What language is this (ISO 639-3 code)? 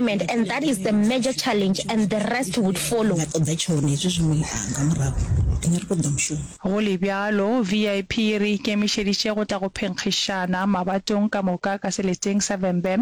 nso